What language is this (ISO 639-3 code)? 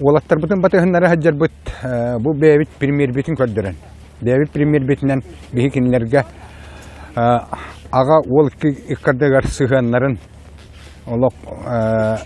sah